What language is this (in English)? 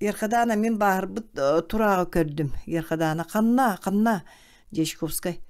Yakut